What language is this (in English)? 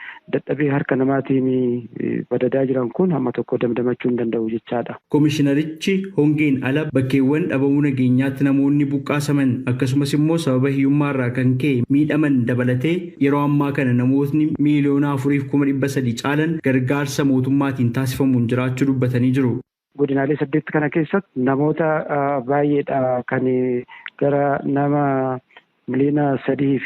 Oromo